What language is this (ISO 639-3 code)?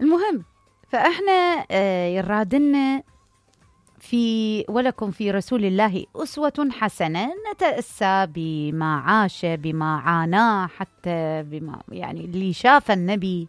acm